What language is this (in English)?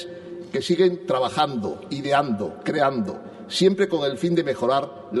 Spanish